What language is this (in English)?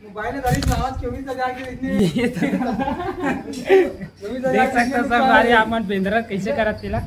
Chhattisgarhi